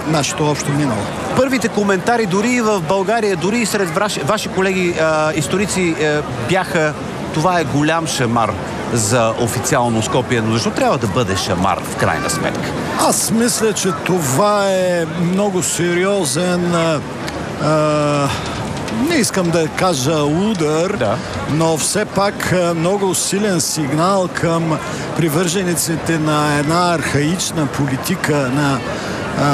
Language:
Bulgarian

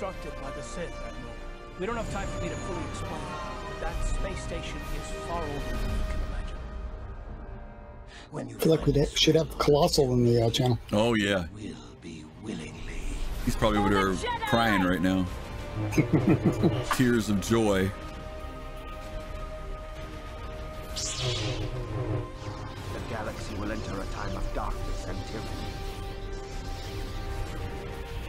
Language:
English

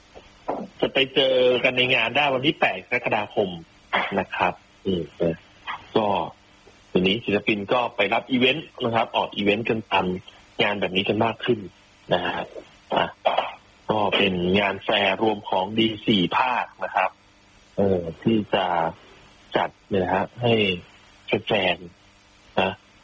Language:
Thai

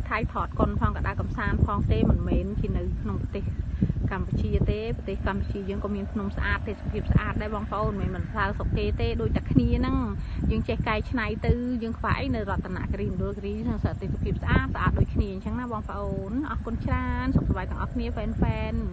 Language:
Khmer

